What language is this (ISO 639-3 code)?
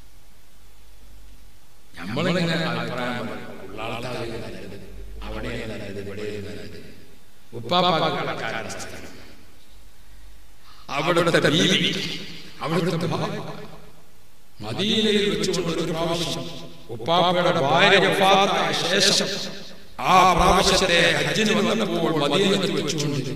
mal